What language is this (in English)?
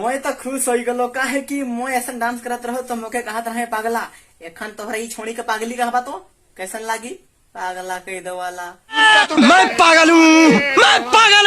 Sadri